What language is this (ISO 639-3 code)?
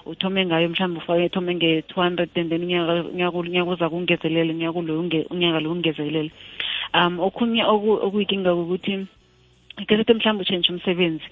nbl